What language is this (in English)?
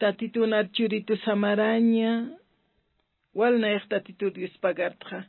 Aymara